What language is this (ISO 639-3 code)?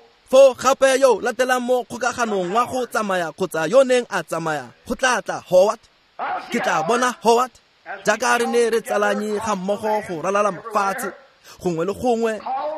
tsn